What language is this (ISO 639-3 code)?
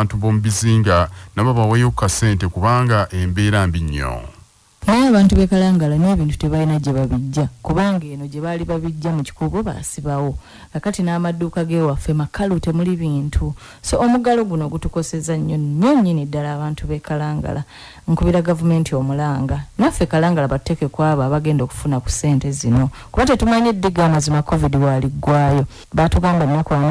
lug